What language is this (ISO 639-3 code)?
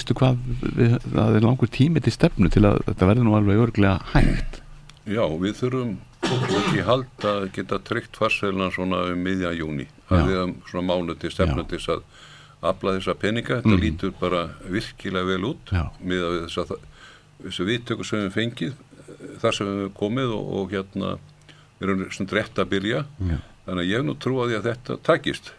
isl